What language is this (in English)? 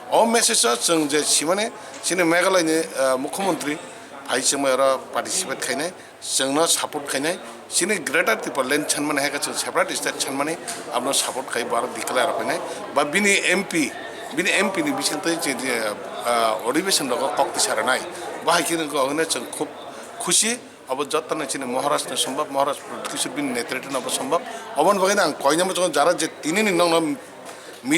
Kok Borok